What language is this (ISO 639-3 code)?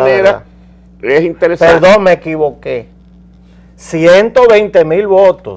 spa